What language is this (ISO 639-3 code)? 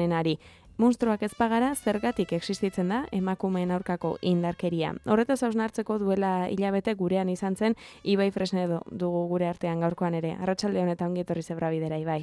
eus